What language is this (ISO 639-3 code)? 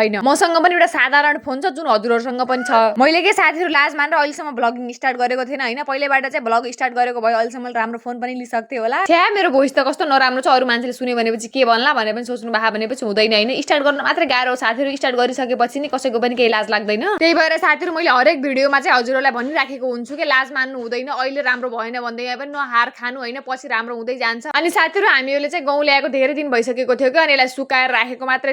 nep